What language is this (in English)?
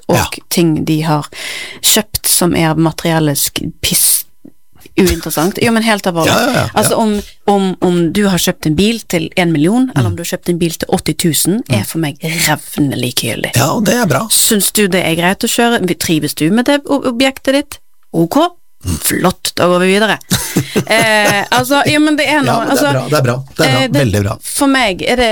Norwegian